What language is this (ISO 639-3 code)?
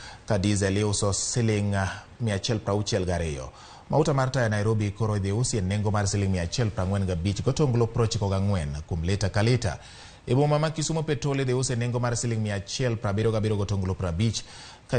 luo